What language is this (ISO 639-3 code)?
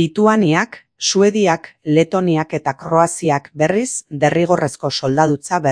eus